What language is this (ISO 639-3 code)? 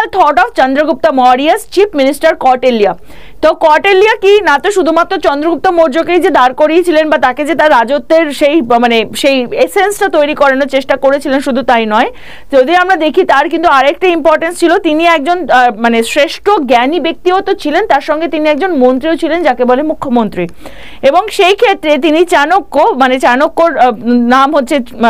ben